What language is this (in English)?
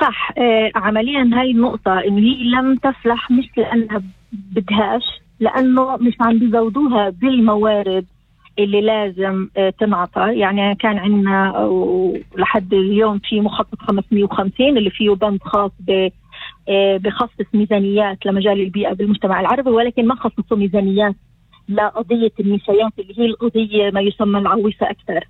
North Levantine Arabic